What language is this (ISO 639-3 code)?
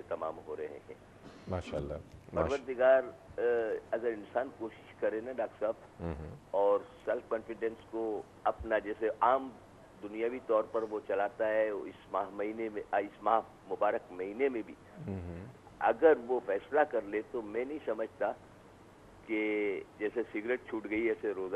urd